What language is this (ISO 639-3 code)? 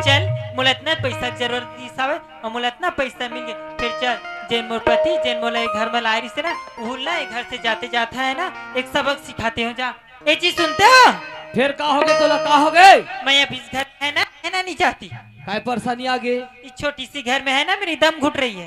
hne